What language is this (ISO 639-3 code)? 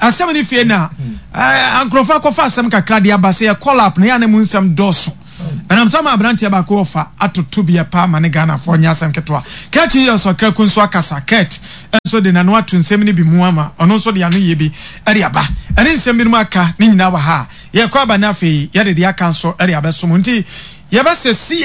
aka